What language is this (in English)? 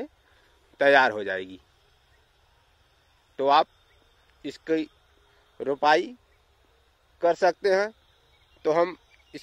Hindi